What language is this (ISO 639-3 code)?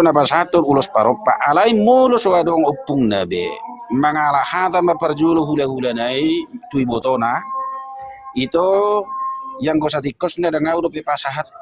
bbc